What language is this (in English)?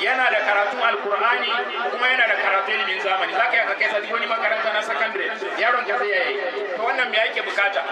Hausa